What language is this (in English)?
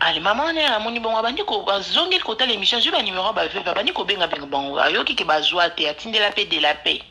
Lingala